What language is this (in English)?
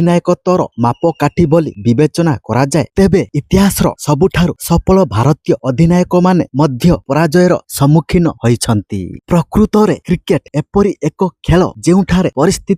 Odia